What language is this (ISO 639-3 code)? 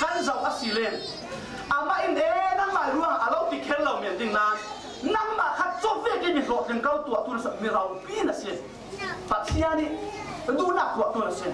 cfm